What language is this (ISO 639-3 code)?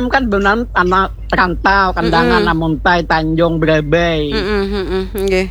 bjn